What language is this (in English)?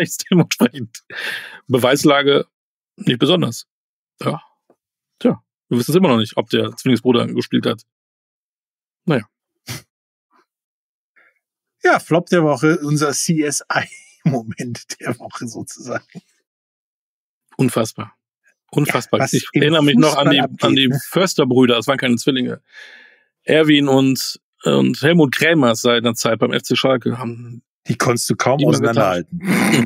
German